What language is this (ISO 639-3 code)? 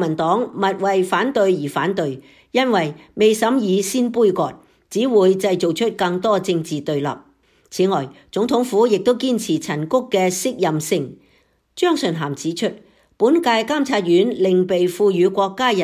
yue